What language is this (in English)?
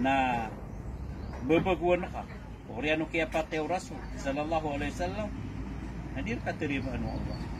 Maranao